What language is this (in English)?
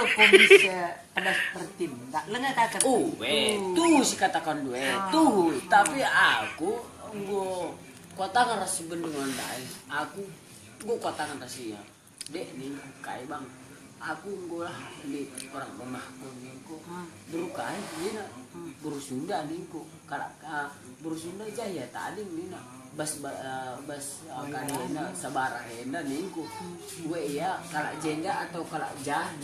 Batak Karo